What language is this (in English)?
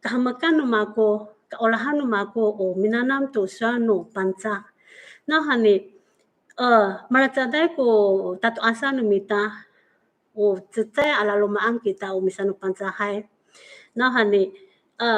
Amis